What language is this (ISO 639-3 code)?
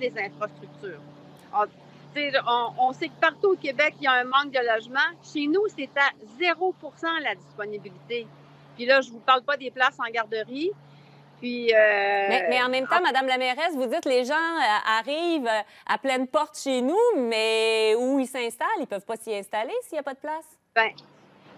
fra